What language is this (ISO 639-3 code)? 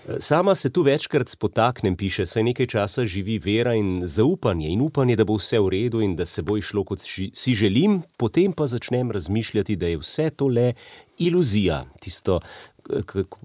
slv